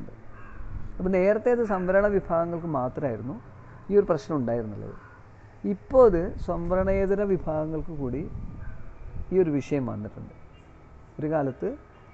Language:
Malayalam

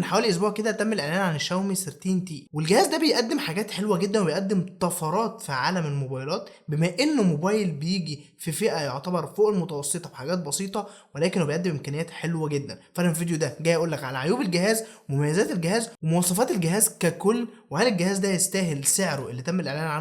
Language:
Egyptian Arabic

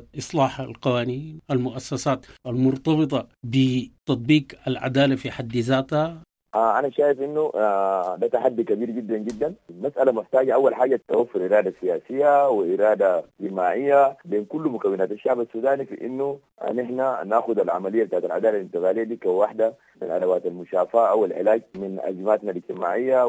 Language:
Sudanese Arabic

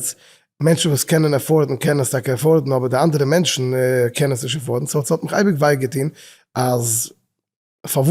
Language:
Yiddish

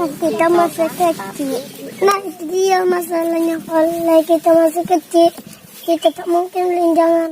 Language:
Musi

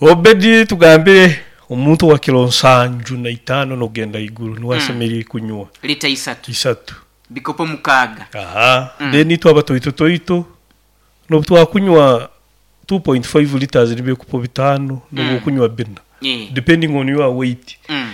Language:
Nyoro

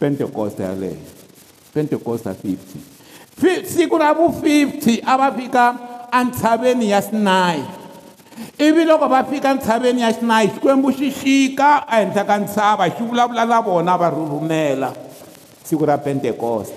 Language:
Tsonga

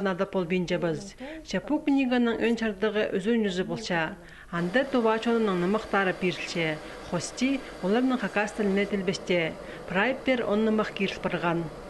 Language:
Khakas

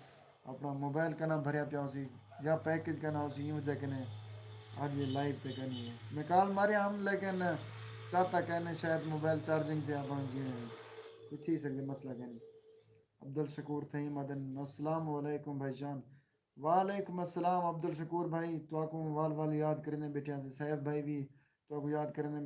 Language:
Saraiki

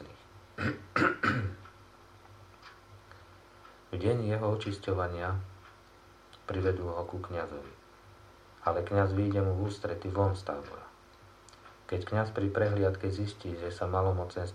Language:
Slovak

